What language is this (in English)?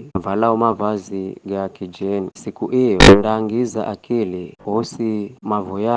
Giryama